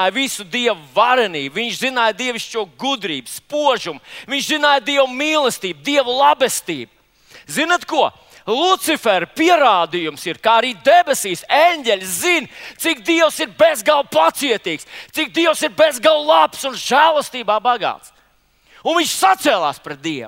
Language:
Latvian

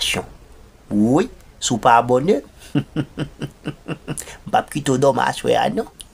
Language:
Haitian Creole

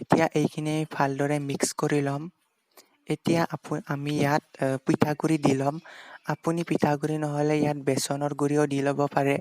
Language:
Assamese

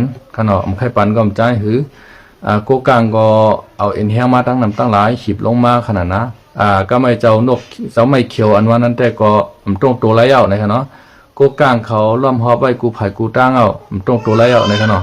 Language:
Shan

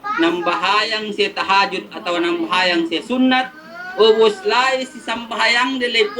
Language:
Yakan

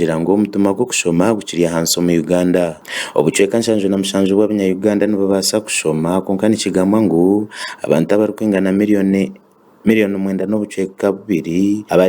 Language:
Nyankole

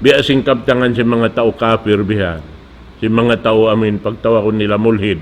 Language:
Tausug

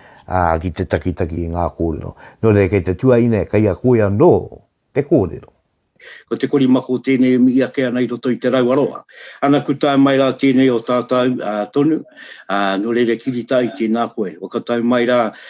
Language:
Māori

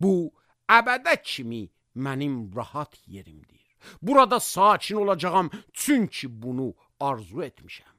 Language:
Azerbaijani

